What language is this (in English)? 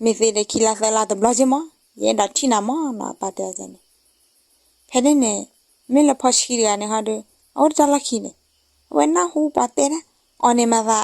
S'gaw Karen